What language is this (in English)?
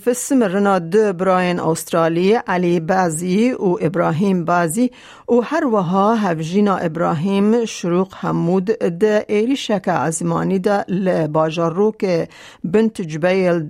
Kurdish